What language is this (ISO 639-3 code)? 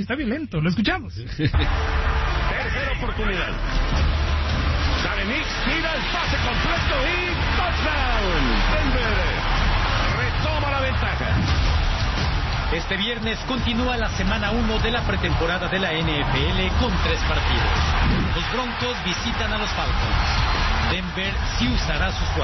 spa